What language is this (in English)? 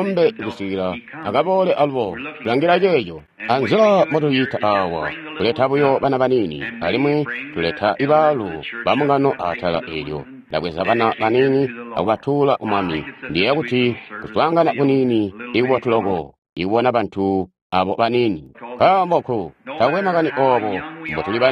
Tonga (Zambia)